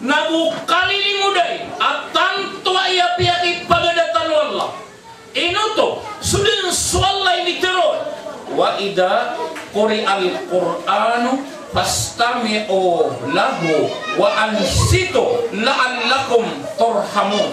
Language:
Maranao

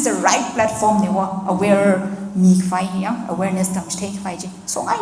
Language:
Tangkhul Naga (India)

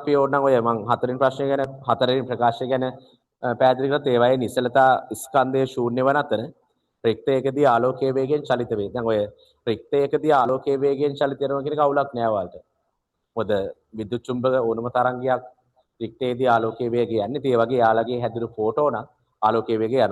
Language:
Sinhala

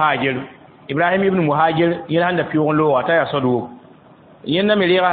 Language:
Mossi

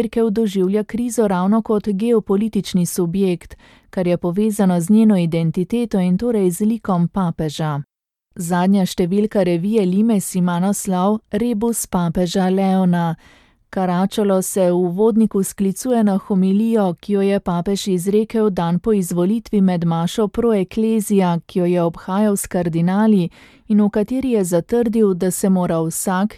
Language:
Slovenian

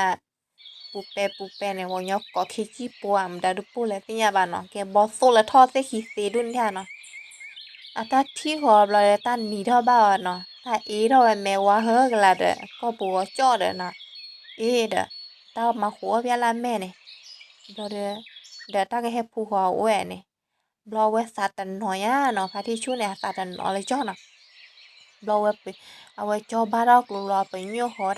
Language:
S'gaw Karen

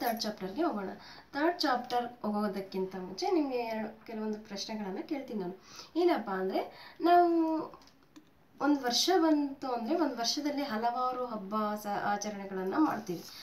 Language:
Kannada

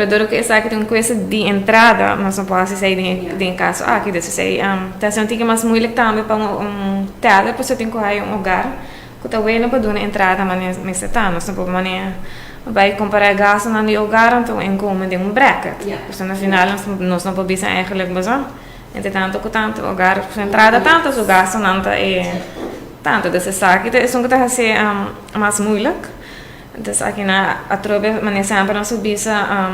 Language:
Papiamento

